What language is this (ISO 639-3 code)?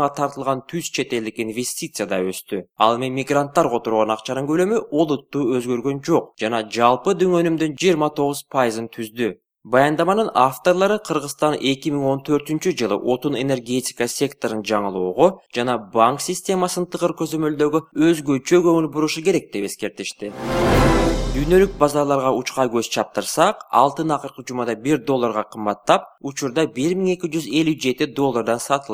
kir